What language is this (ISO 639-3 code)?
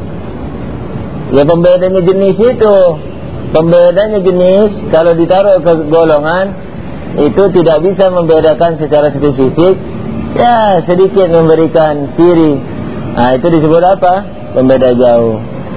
ind